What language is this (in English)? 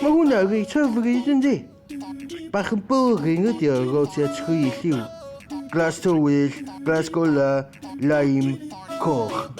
Welsh